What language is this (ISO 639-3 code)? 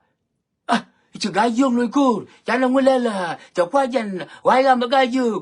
nus